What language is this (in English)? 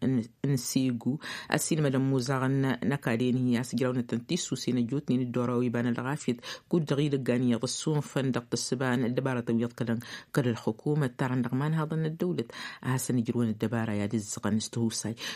Tamasheq